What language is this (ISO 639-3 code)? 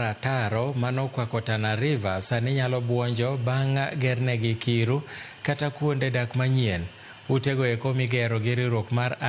luo